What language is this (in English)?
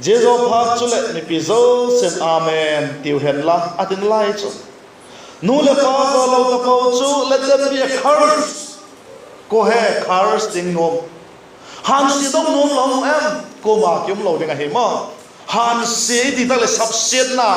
Vaiphei